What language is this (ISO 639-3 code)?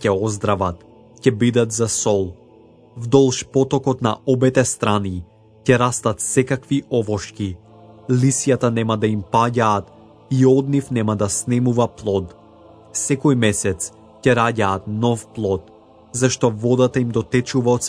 mkd